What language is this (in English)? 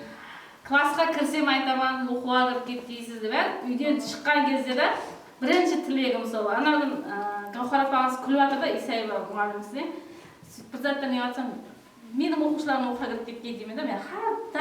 Kara-Kalpak